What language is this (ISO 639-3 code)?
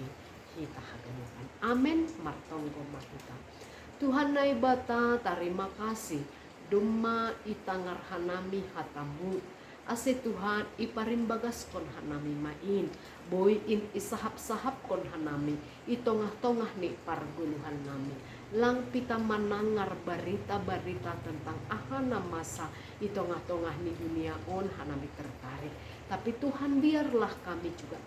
bts